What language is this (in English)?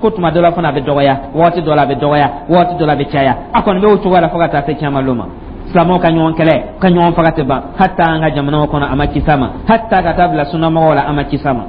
Dyula